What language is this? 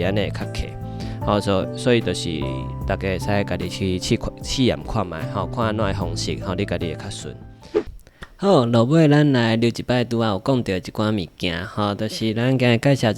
Min Nan Chinese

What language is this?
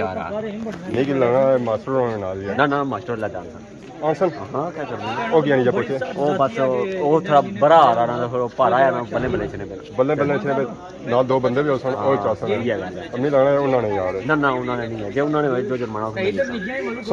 Pahari-Potwari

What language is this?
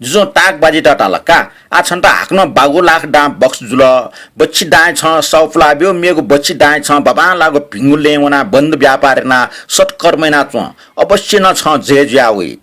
Newari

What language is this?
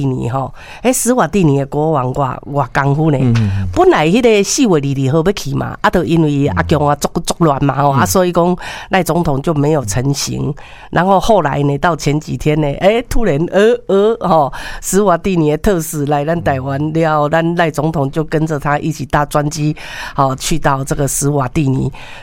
Min Nan Chinese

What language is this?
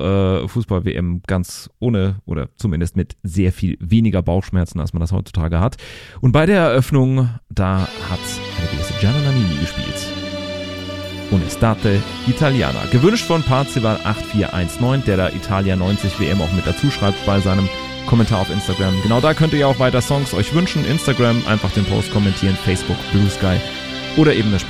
German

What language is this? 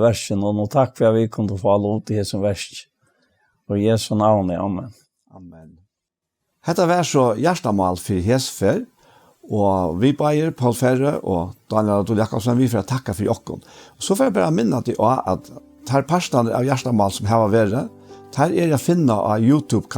Faroese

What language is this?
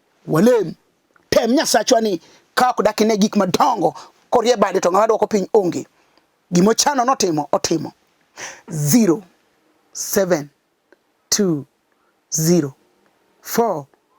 Luo (Kenya and Tanzania)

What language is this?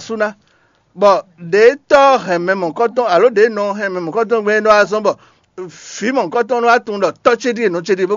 Fon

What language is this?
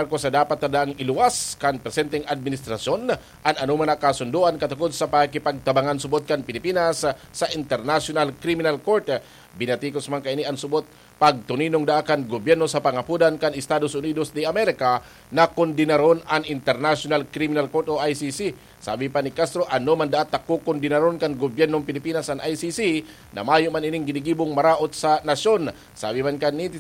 Bikol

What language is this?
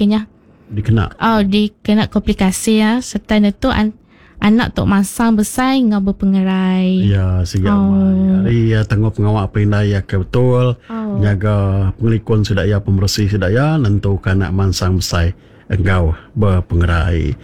Iban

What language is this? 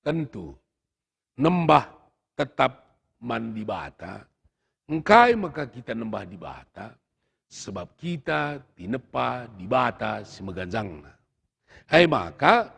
Batak Karo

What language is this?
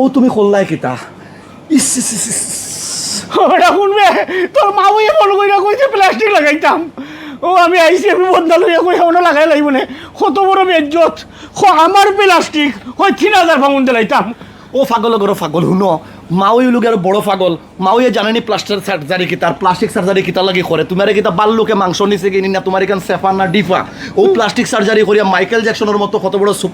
Sylheti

